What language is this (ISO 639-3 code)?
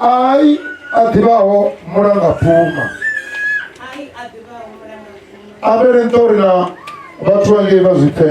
ven